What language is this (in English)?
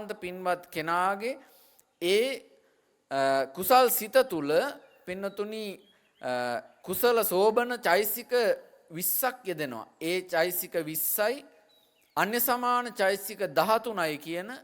Sinhala